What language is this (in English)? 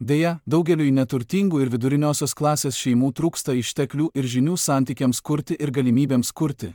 Lithuanian